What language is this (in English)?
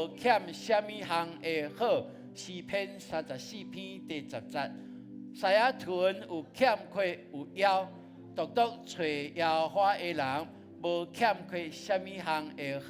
Min Nan Chinese